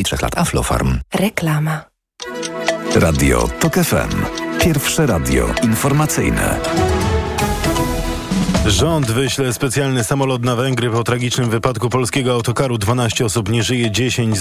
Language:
Polish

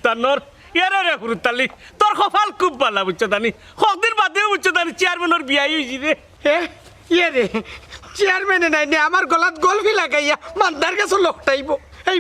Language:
Sylheti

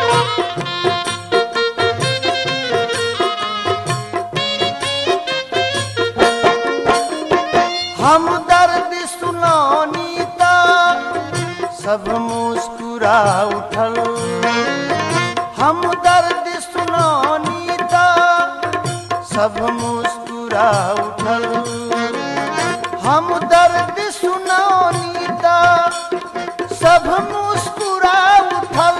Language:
Bhojpuri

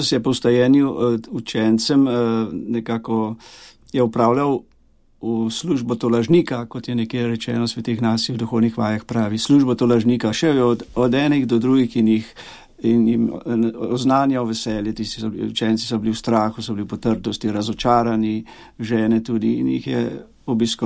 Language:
Slovenian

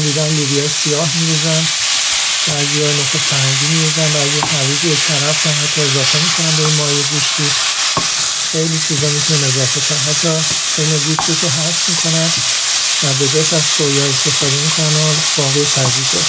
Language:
Persian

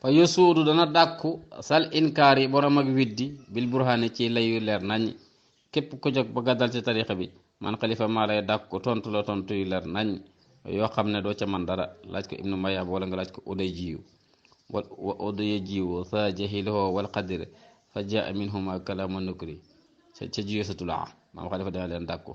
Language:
Wolof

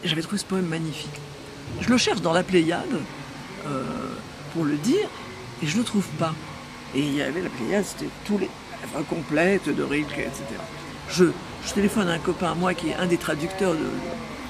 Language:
French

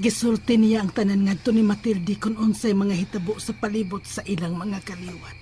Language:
Cebuano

